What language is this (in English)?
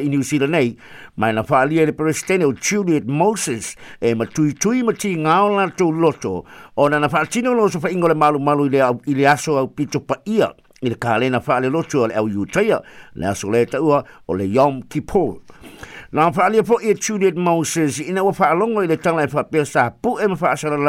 Samoan